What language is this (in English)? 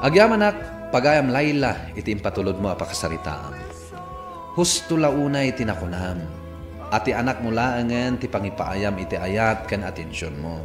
Iloko